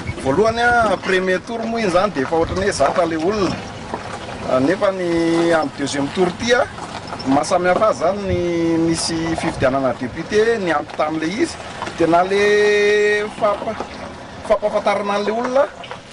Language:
Malagasy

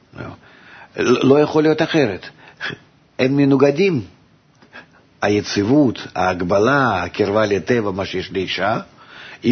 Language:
Hebrew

